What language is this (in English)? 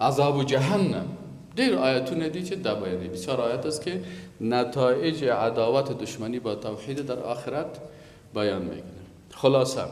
Persian